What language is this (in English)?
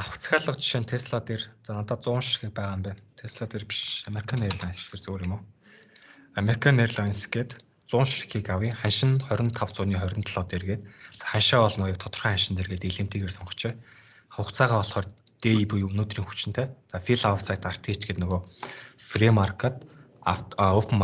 Mongolian